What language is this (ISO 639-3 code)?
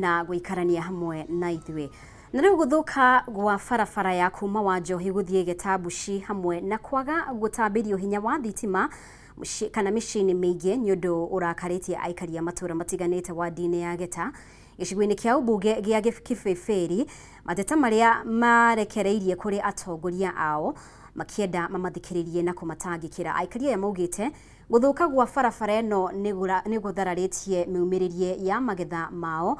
kik